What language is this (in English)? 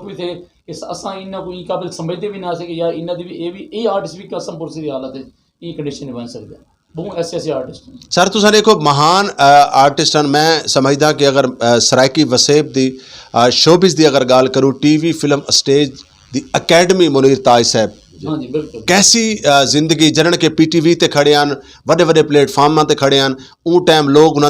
Saraiki